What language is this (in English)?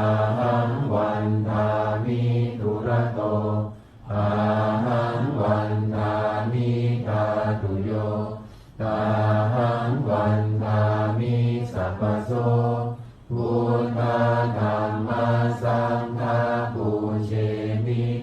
Pali